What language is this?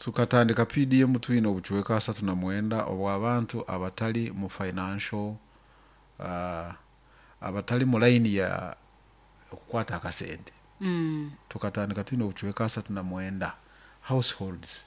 Nyoro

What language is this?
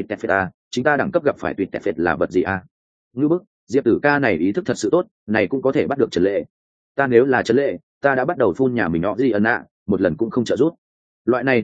Vietnamese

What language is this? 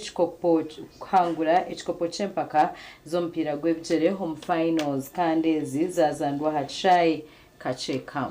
Nyankole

